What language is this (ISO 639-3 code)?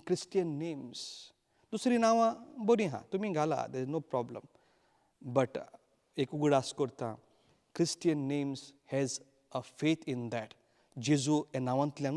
kok